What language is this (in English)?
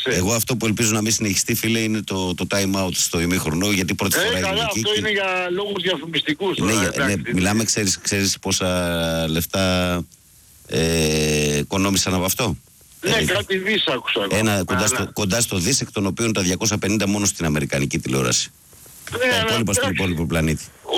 Greek